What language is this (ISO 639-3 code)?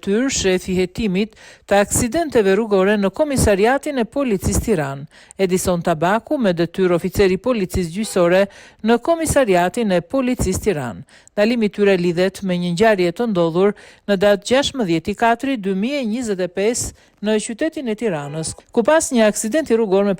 sqi